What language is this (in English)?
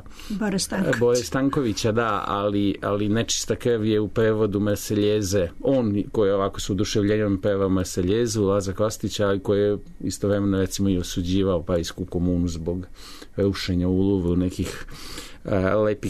Serbian